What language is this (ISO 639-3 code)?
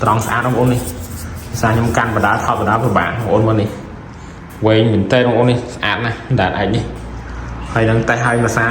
khm